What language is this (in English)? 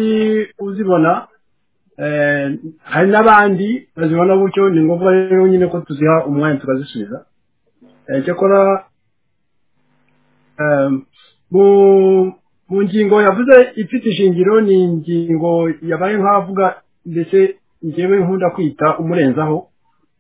Kinyarwanda